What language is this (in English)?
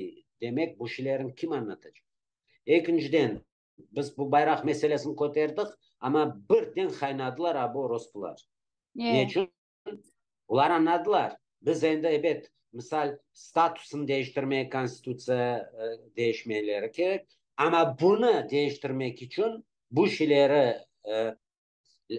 Crimean Tatar